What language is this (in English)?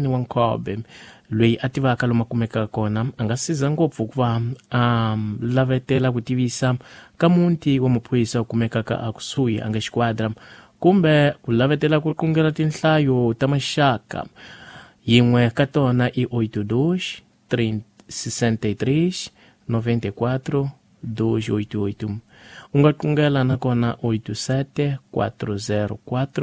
Tsonga